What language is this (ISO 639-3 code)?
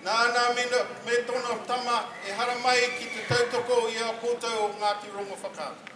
mri